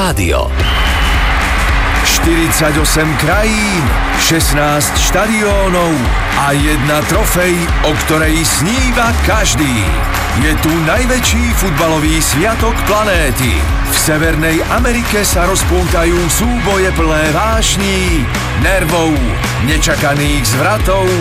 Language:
Slovak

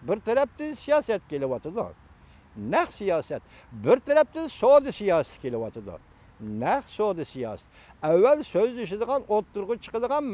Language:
Uyghur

